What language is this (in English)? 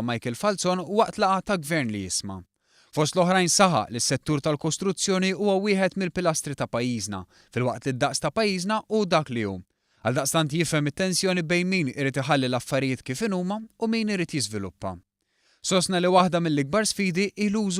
Maltese